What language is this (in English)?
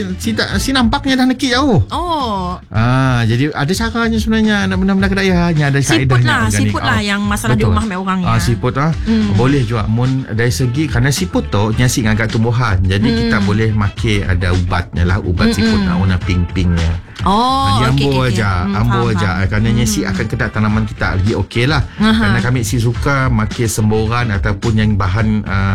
Malay